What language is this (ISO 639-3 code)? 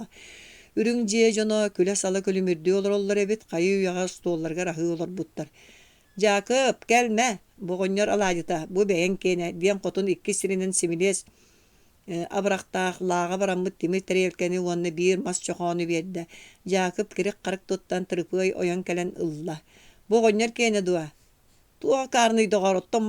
sah